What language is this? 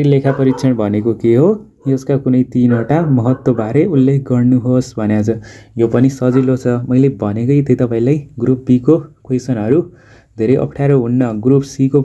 Nepali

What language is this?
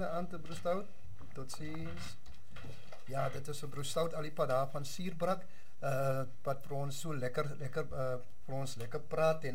Afrikaans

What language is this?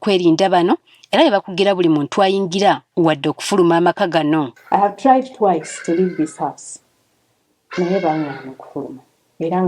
Ganda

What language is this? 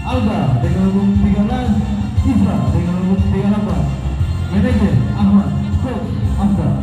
Ambonese Malay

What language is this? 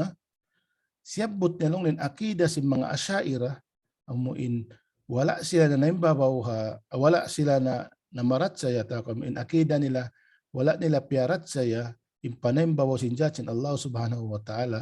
Tausug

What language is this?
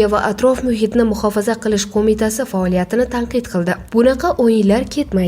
Uzbek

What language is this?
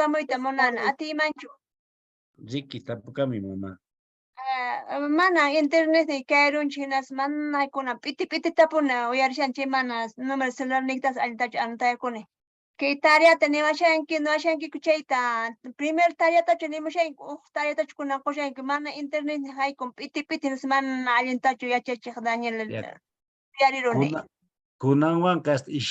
Quechua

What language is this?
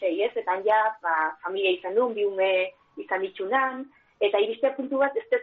Basque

